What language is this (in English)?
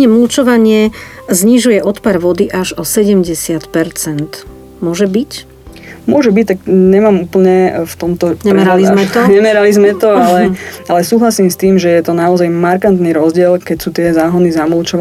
Slovak